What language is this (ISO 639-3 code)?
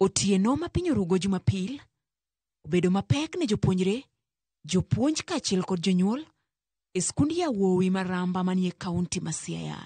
luo